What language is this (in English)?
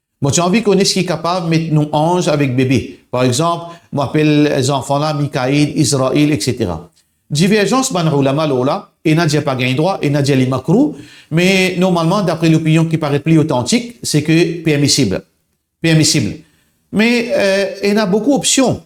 Morisyen